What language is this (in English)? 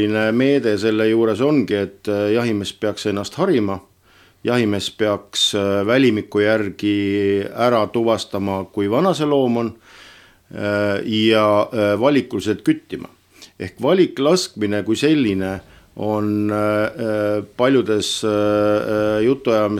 Estonian